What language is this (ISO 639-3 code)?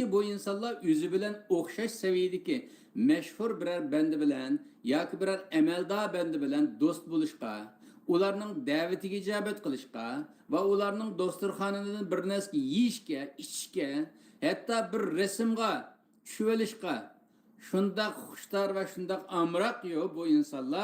uig